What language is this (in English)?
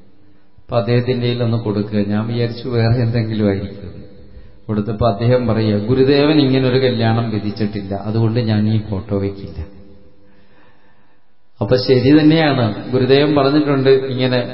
Malayalam